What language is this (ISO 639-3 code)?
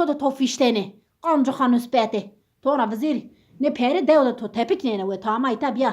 zza